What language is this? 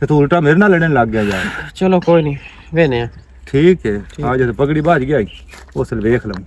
Western Panjabi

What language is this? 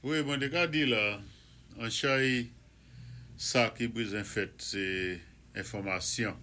Saint Lucian Creole French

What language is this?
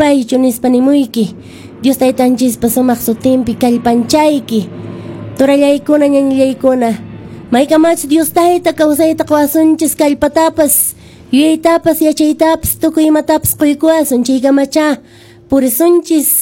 Quechua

